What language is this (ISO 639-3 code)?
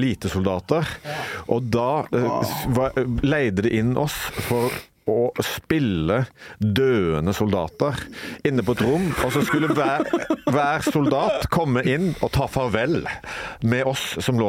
nor